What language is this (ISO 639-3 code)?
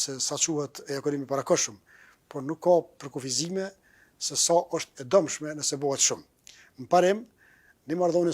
sqi